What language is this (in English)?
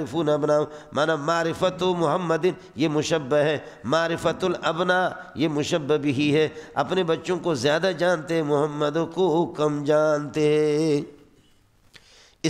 Urdu